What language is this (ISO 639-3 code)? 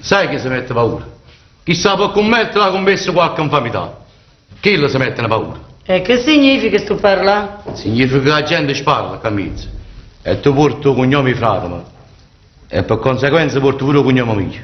nap